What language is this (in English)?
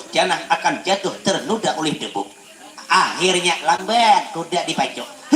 Banjar